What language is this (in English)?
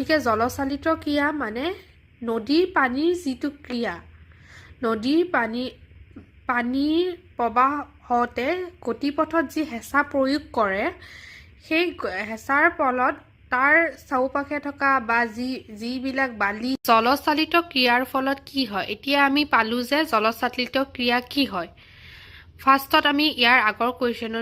Assamese